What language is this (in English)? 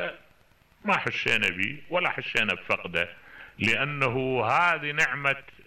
Mesopotamian Arabic